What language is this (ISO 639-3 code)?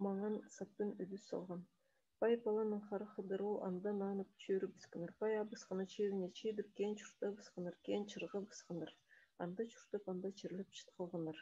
kjh